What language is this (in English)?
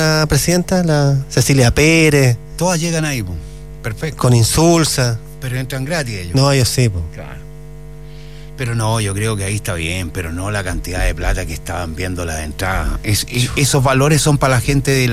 Spanish